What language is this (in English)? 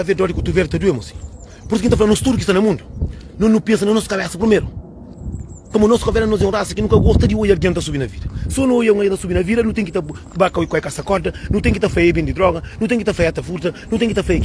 Kabuverdianu